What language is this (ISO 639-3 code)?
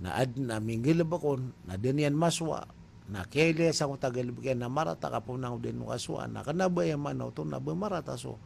mrw